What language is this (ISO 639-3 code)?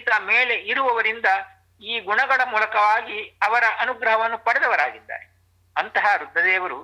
kan